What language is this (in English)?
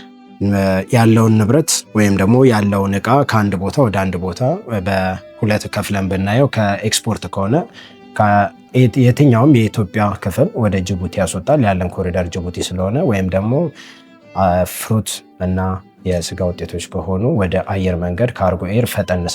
Amharic